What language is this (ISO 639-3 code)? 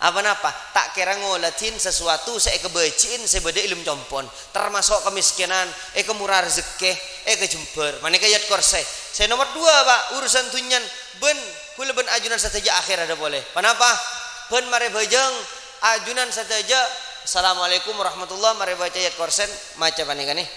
mad